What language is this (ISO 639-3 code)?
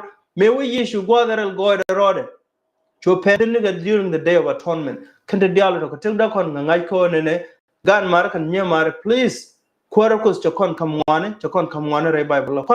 nus